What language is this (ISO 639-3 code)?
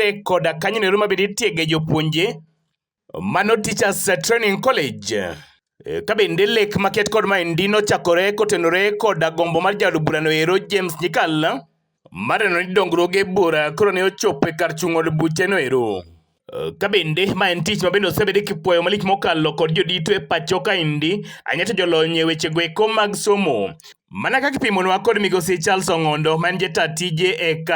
luo